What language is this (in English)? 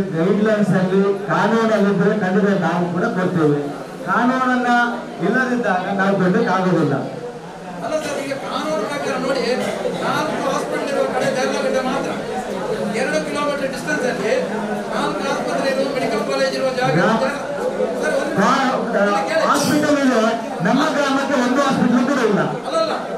Kannada